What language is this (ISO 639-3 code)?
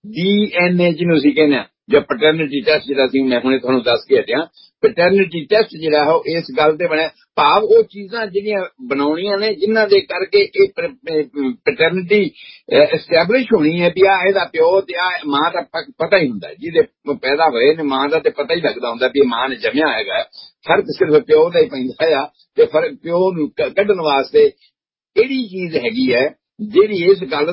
pan